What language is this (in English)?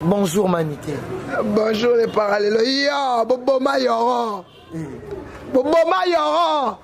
Lingala